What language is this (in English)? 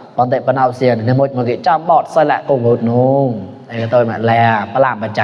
Mon